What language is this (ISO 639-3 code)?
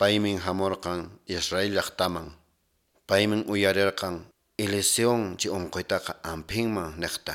que